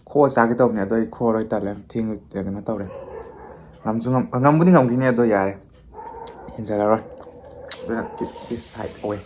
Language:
Manipuri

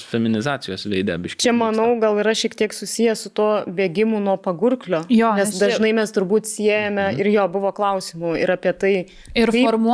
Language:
Lithuanian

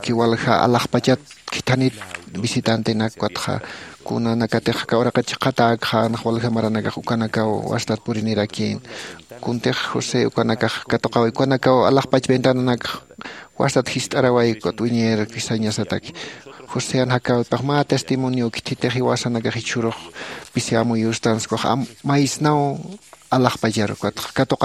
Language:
Aymara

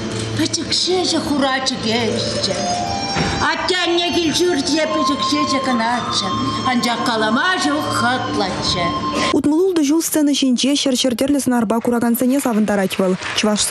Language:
Chuvash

